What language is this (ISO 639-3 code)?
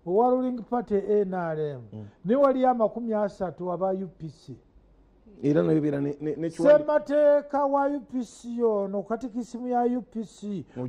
lug